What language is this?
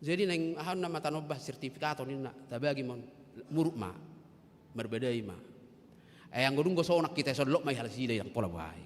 Batak Toba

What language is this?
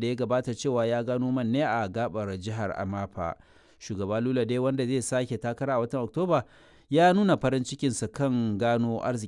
Hausa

